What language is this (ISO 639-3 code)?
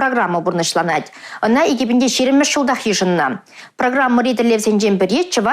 chv